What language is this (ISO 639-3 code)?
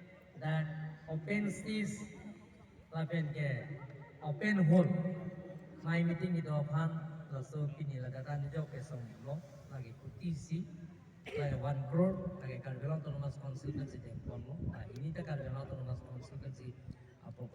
mjw